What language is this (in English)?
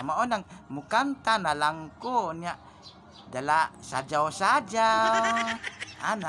Cebuano